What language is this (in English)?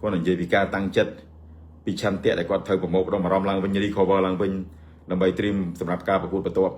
Khmer